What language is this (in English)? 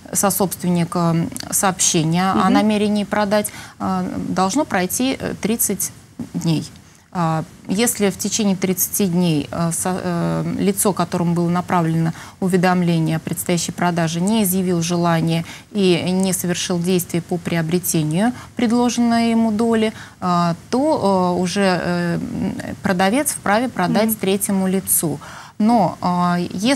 Russian